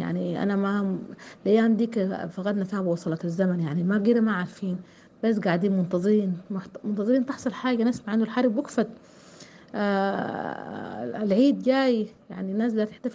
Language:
Sudanese Arabic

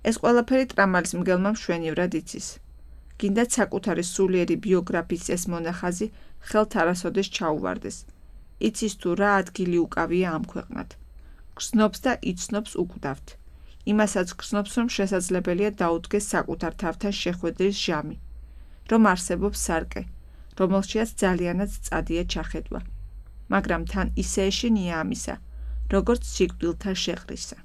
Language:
Georgian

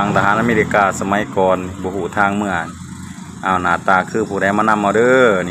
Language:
Lao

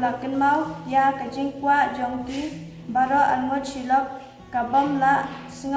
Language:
Khasi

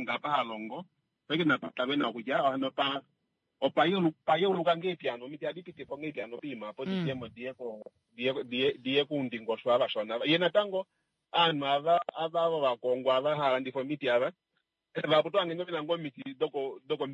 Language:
Kuanyama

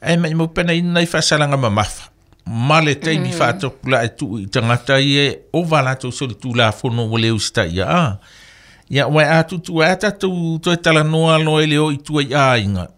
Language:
Samoan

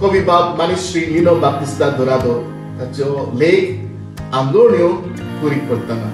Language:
Konkani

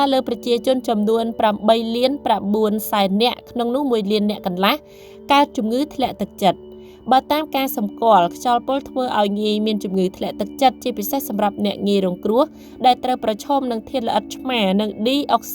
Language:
Khmer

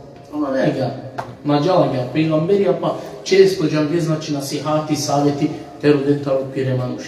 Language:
Balkan Romani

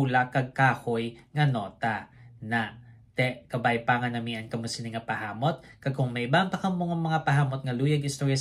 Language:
Hiligaynon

